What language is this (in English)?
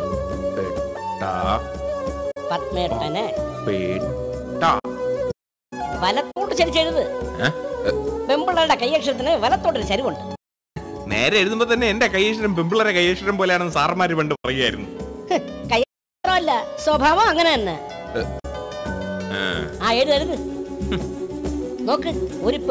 Malayalam